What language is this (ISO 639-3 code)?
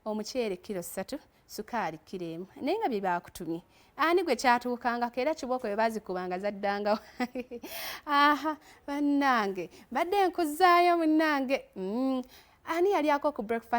lug